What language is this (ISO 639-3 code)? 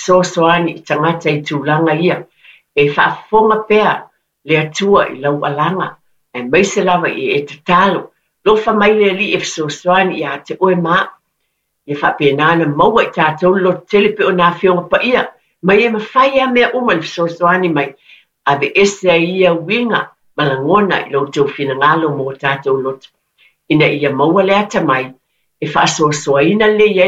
smo